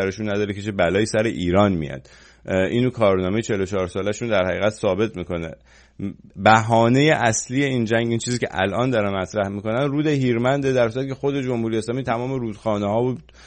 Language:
Persian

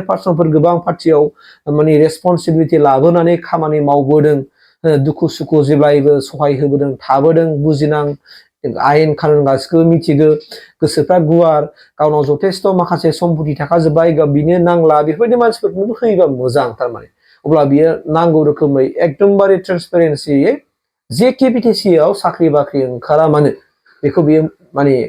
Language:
Bodo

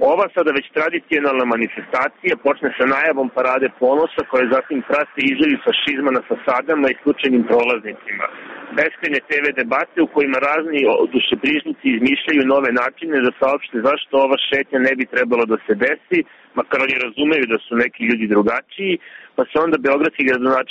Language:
Serbian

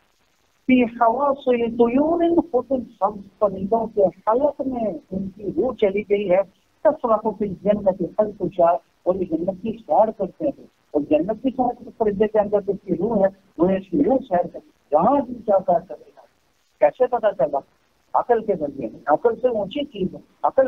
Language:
Urdu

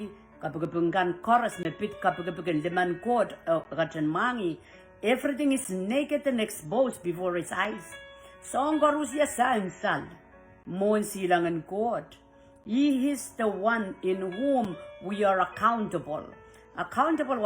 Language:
Pohnpeian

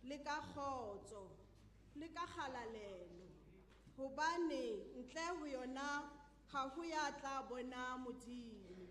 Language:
Southern Sotho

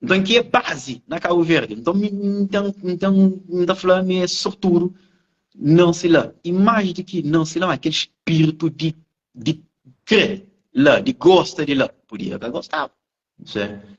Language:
Kabuverdianu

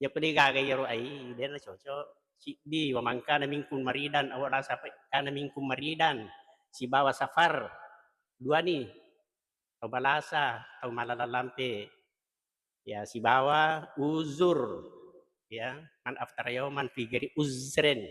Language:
Buginese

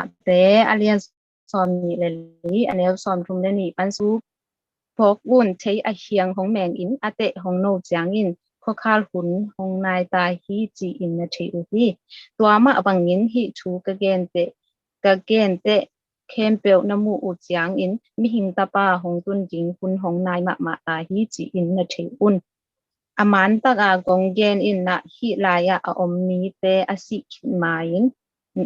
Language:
Tedim Chin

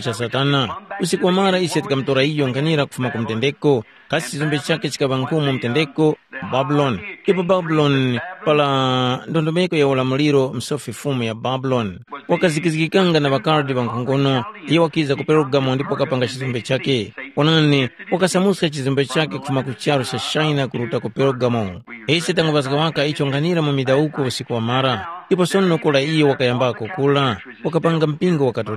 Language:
Tumbuka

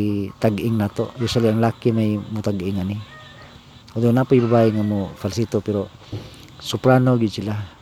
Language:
Cebuano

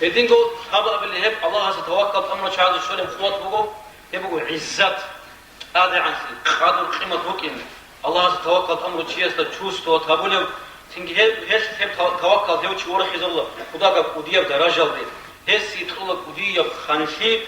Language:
Avaric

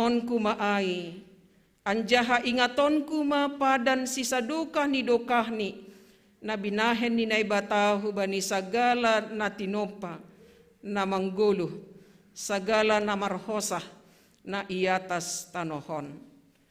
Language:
Batak Simalungun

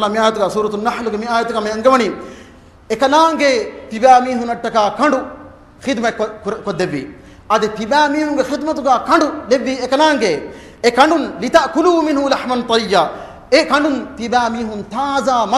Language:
Divehi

